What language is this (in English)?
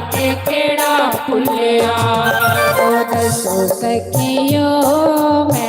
Dogri